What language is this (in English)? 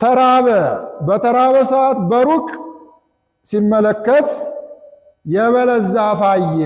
Amharic